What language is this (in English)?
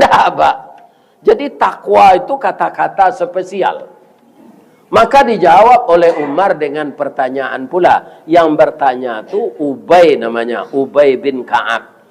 Minangkabau